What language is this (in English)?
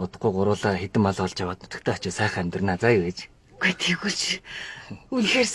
Mongolian